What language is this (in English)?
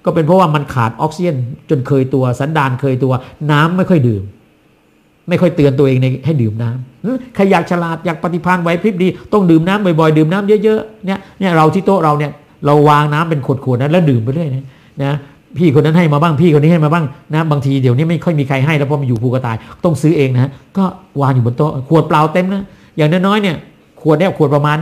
Thai